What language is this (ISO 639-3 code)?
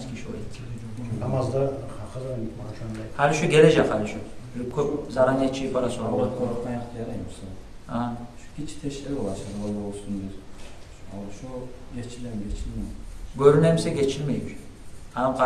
kum